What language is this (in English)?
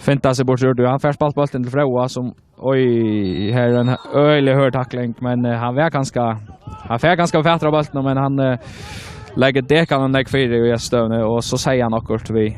Faroese